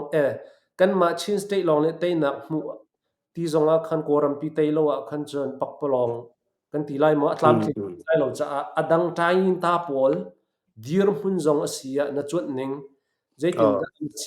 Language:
Hakha Chin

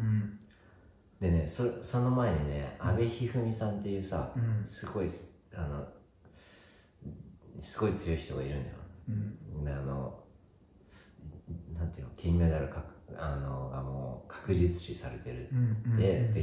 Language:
Japanese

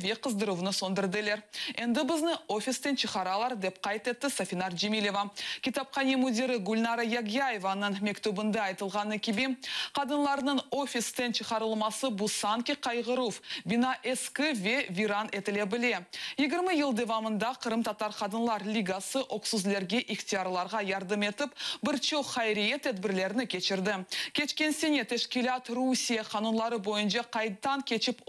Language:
Crimean Tatar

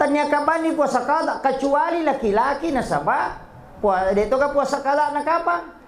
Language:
Buginese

